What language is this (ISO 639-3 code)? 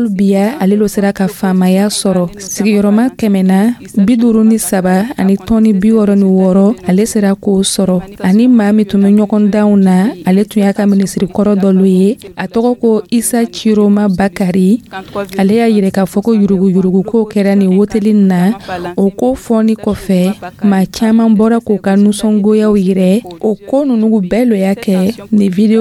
dyu